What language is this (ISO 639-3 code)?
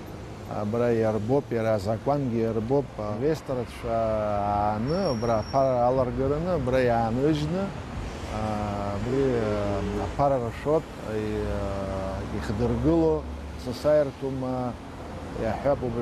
abk